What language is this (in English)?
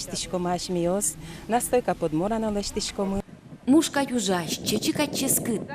Udmurt